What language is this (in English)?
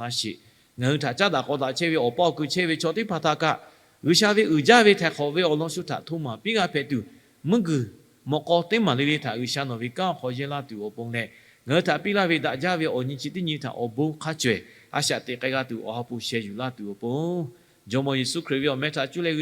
Lahu